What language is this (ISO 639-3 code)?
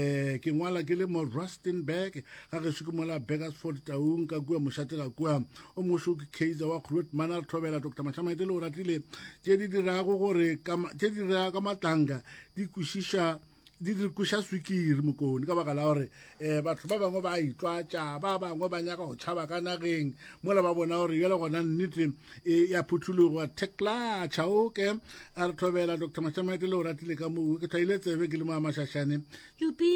nso